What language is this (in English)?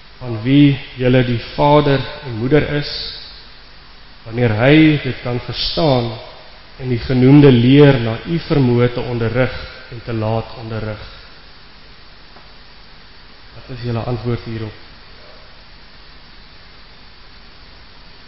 Afrikaans